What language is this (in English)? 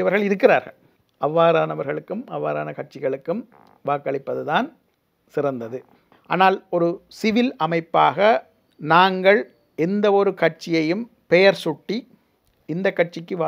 Tamil